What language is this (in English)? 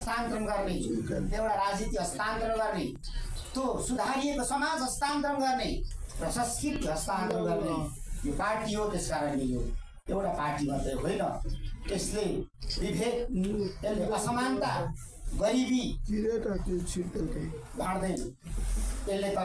Nepali